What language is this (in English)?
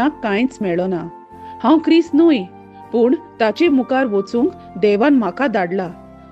Konkani